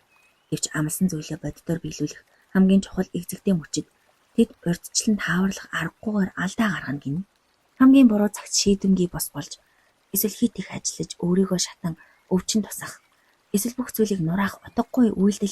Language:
Mongolian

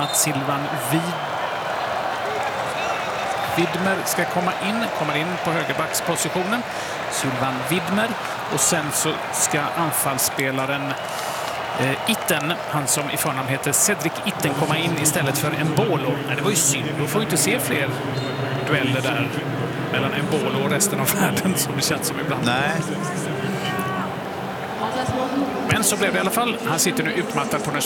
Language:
Swedish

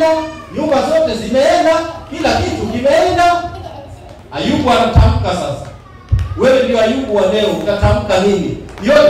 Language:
Swahili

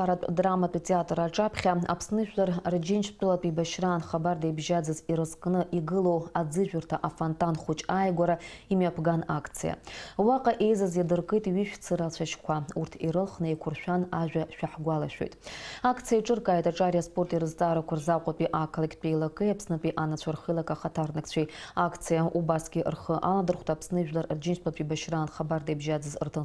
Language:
Abkhazian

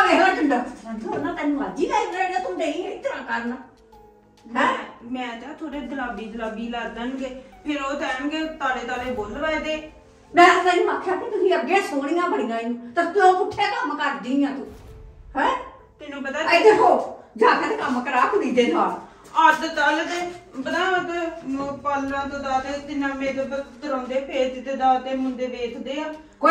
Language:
Punjabi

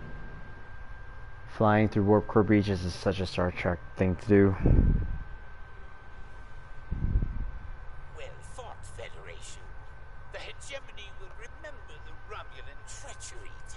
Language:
English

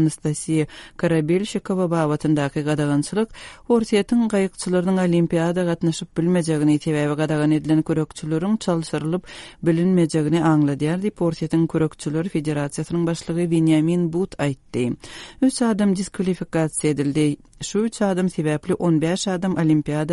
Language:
Turkmen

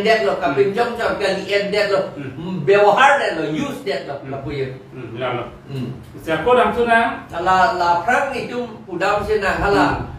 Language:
Karbi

